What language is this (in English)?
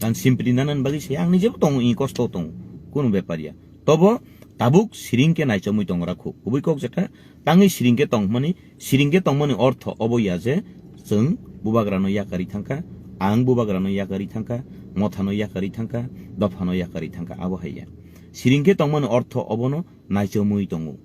Kok Borok